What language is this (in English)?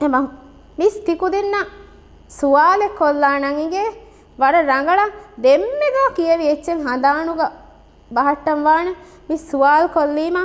Divehi